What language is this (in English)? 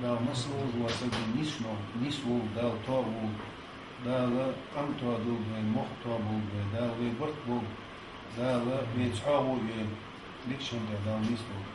Ingush